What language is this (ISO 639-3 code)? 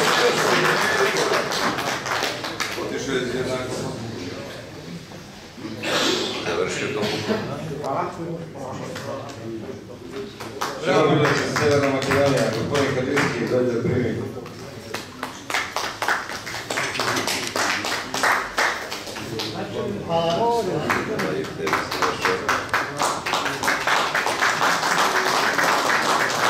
srp